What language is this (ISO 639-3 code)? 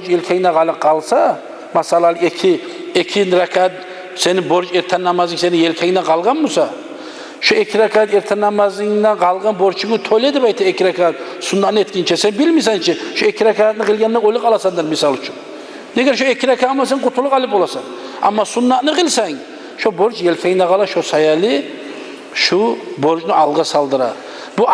kum